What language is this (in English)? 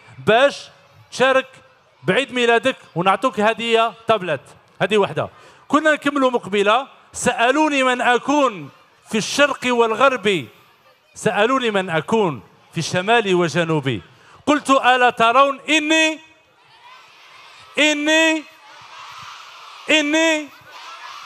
Algerian Arabic